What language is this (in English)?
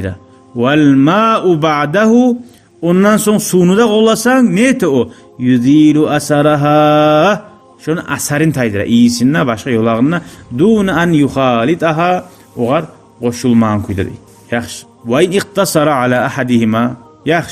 Kumyk